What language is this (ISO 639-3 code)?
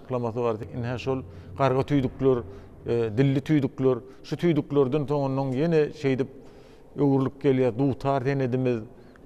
tuk